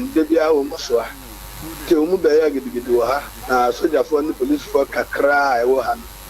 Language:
Akan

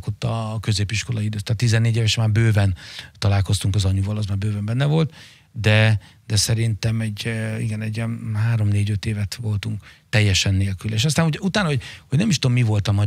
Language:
Hungarian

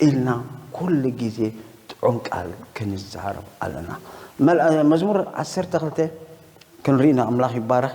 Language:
Tigrinya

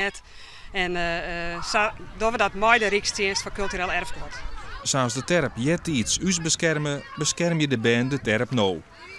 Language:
Western Frisian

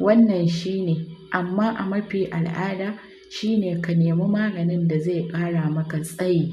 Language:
Hausa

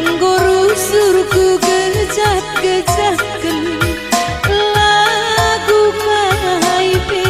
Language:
Batak Karo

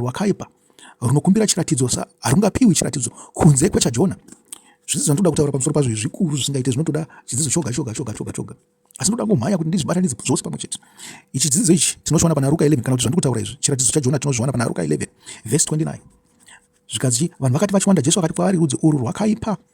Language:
Shona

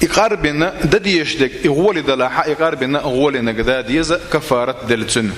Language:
Chechen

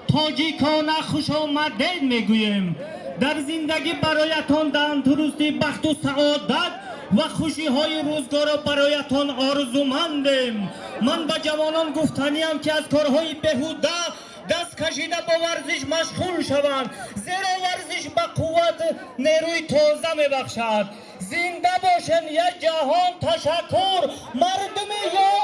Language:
Tajik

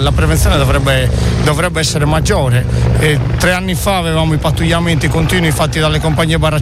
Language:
Italian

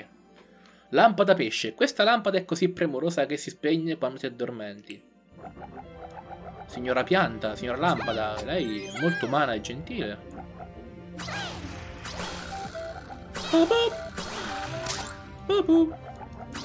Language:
Italian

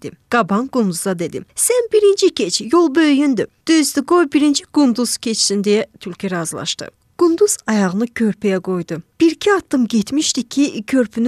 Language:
Azerbaijani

